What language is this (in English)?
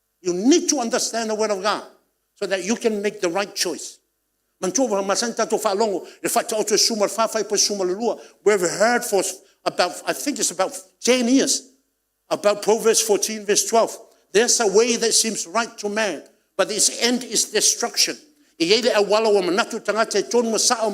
Samoan